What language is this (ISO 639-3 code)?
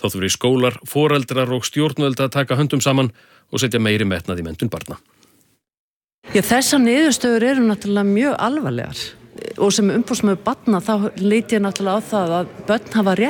isl